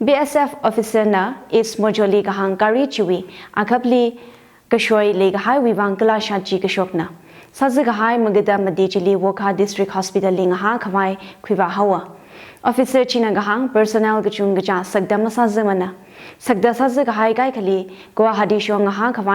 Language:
Tangkhul Naga (India)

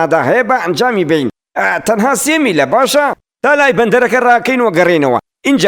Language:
Central Kurdish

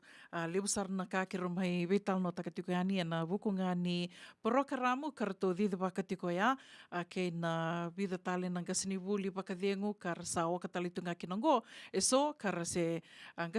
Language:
Fijian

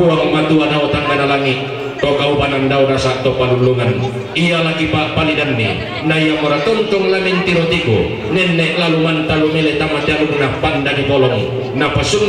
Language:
Toraja-Sa'dan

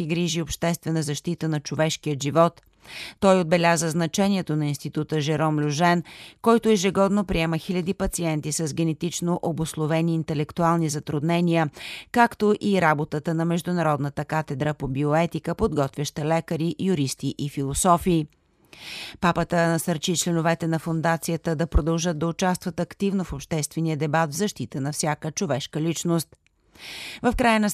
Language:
Bulgarian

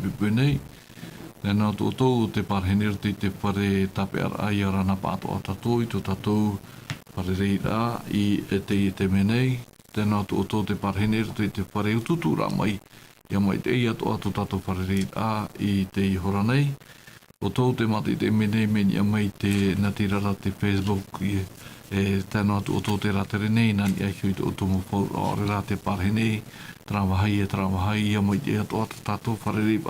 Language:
Tahitian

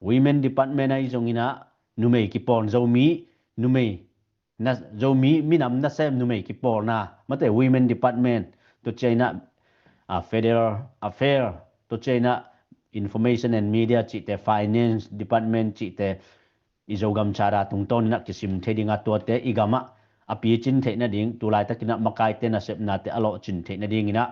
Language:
Tedim Chin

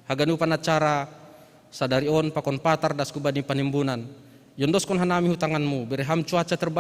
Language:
Batak Simalungun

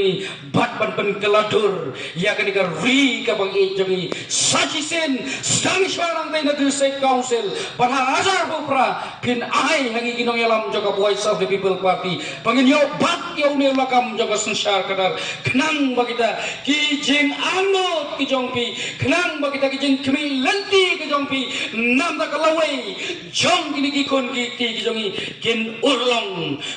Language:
Khasi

